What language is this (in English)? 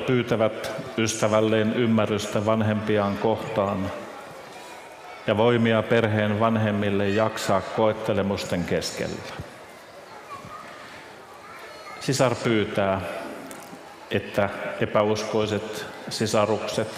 Finnish